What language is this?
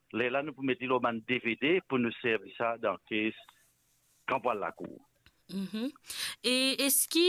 Morisyen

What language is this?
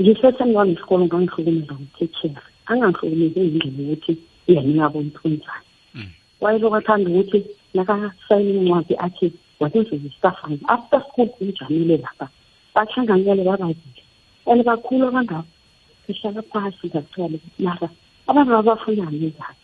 South Ndebele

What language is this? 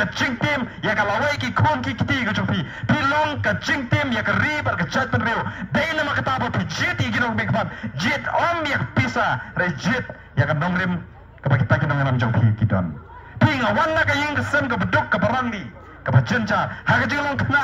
Khasi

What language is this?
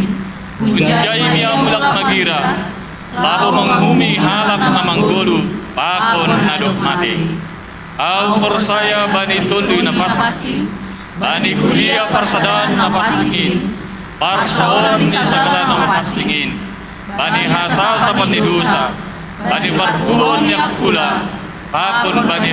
Batak Simalungun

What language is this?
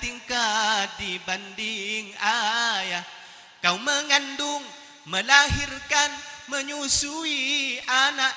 Madurese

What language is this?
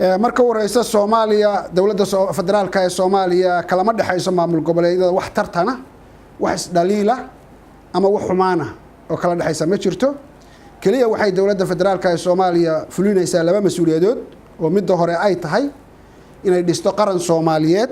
Somali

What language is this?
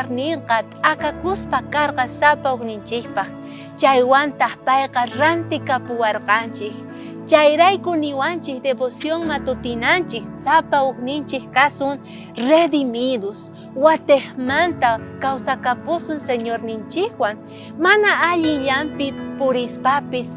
South Bolivian Quechua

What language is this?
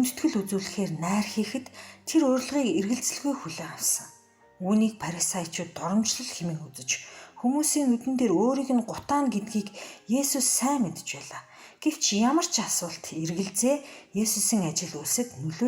Mongolian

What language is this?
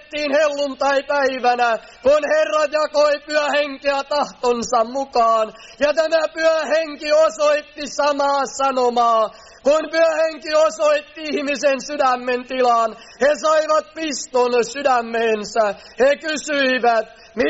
Finnish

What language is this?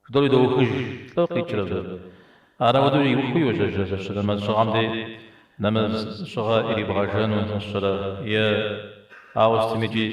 Kabardian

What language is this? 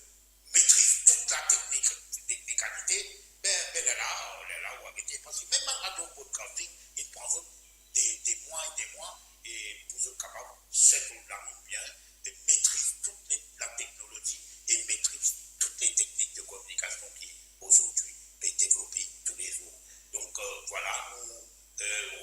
Morisyen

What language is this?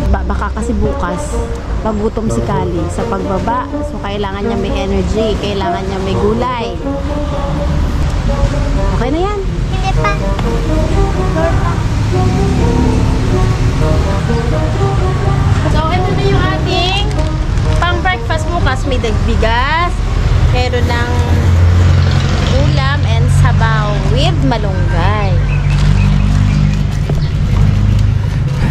Filipino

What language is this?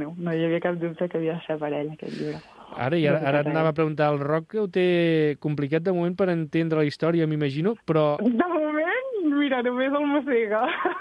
Catalan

